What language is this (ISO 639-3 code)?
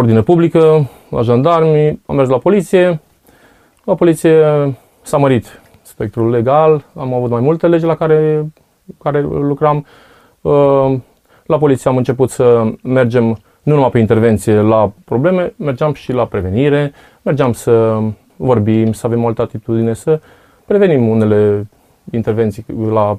ron